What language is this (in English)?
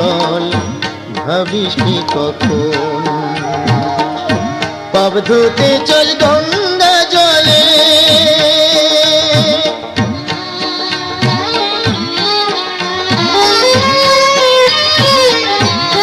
Bangla